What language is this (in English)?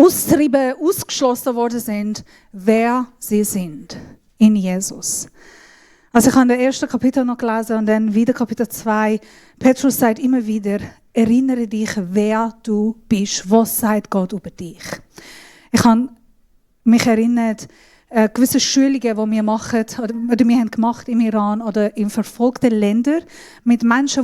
Swiss German